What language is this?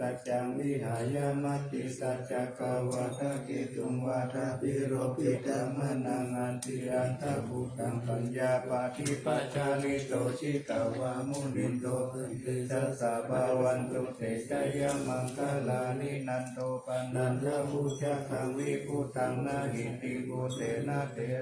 Pali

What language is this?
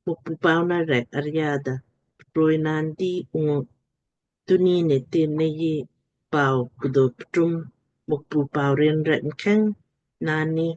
Lamkang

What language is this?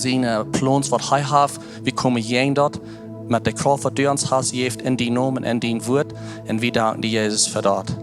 Plautdietsch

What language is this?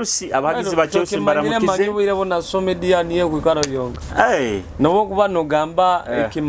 Nyoro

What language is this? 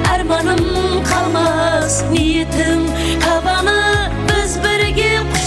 Kara-Kalpak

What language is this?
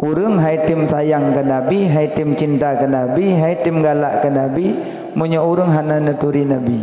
Achinese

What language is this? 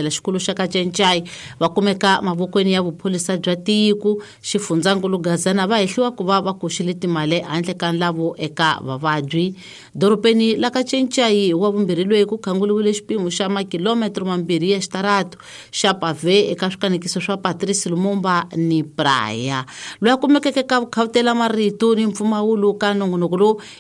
Tsonga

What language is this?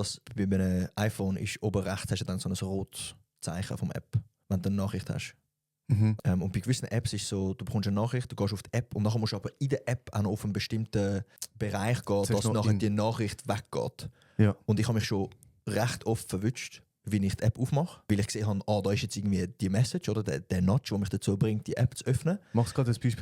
Swiss German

